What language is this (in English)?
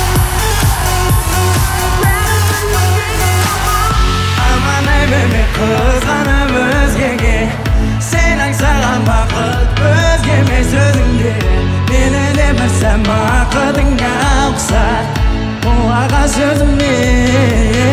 Kazakh